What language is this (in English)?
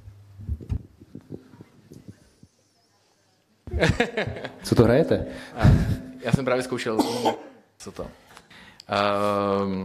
Czech